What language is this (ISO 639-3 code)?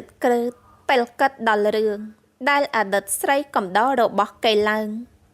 khm